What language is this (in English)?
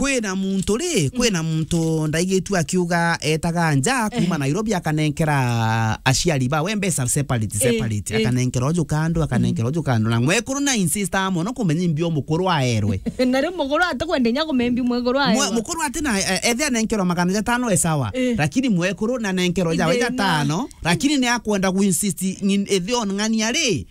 Meru